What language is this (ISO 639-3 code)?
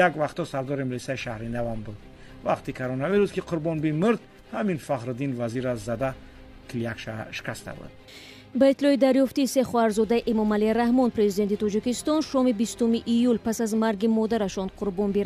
fas